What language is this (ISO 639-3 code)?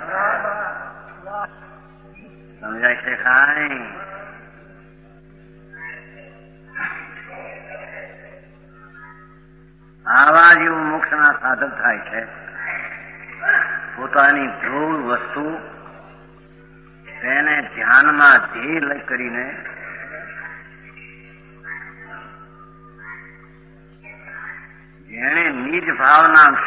guj